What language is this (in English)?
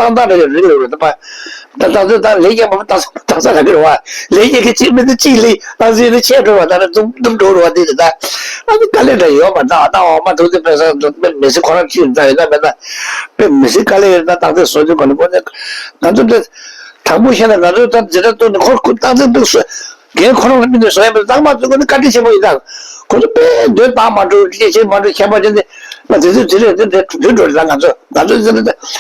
Tibetan